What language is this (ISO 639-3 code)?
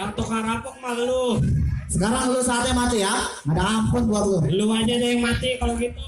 bew